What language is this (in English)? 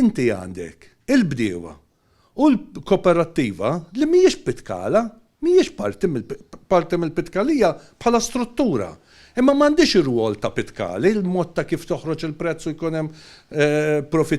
Maltese